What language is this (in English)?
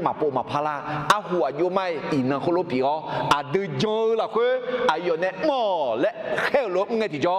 Akha